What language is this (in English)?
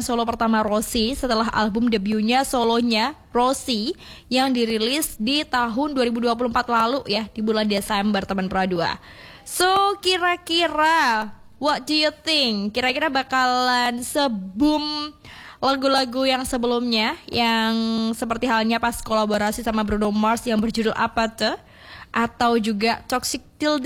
Indonesian